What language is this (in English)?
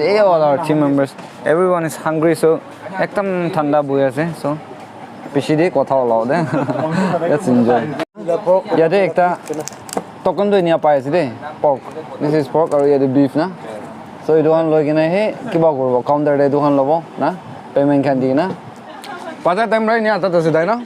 Naga Pidgin